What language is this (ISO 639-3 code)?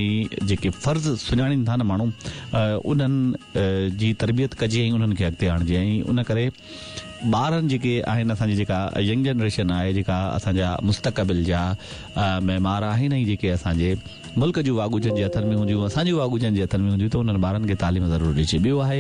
snd